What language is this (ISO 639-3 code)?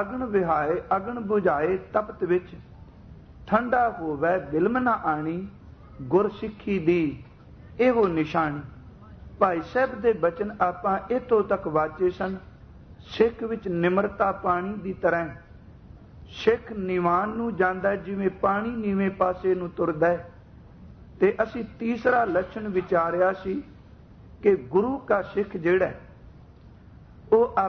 pan